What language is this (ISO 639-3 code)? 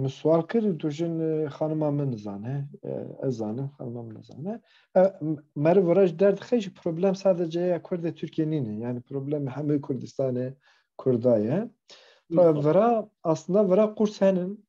kur